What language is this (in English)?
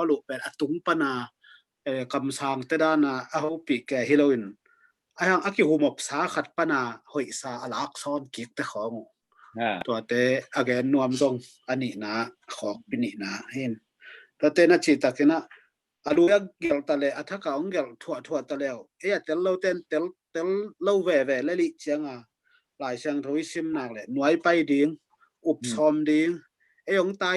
Tedim Chin